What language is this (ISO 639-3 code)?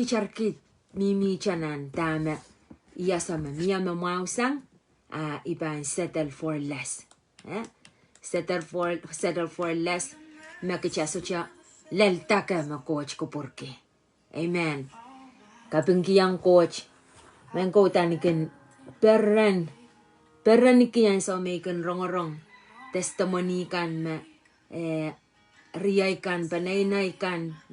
pon